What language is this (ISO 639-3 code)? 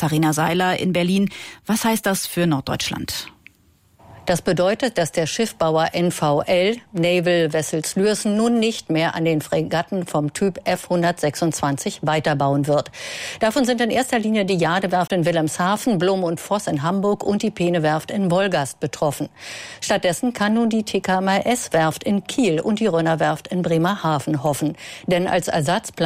deu